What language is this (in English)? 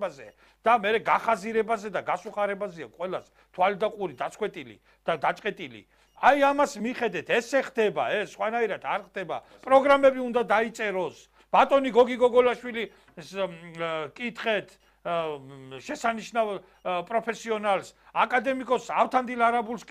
Georgian